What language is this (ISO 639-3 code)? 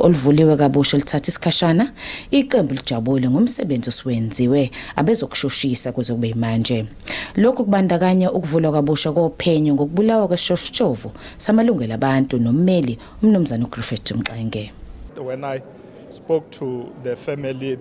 zul